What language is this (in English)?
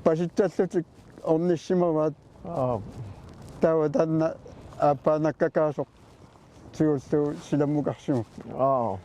Kalaallisut